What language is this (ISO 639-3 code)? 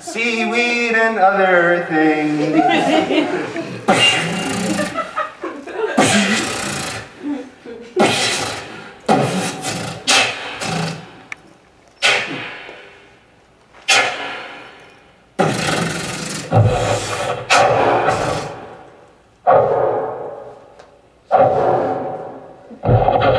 eng